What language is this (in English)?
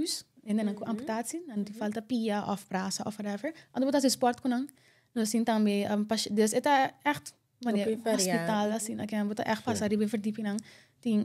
Papiamento